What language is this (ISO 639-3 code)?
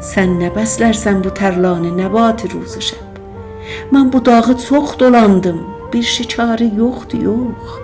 azb